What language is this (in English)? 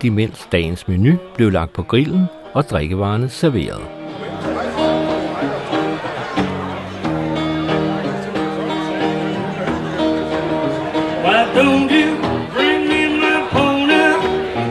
Danish